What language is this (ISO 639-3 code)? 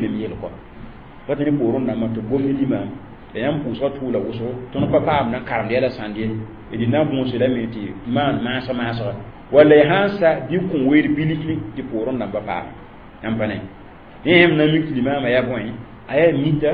mos